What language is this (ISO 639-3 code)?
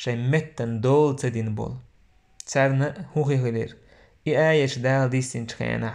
che